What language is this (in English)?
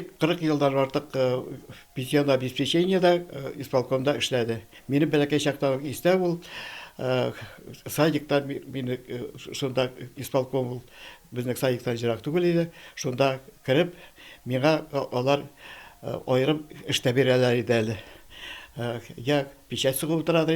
Tatar